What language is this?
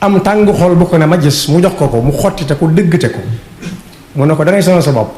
Wolof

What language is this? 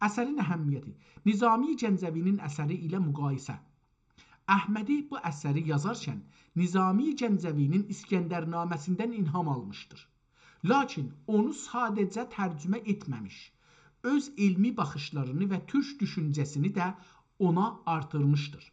South Azerbaijani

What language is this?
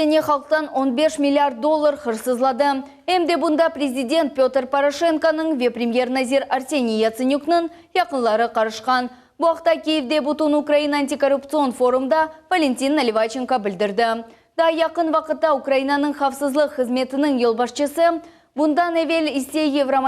Crimean Tatar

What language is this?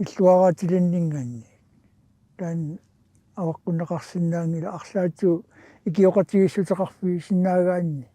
Kalaallisut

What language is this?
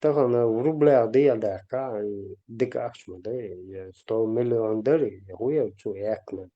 Chechen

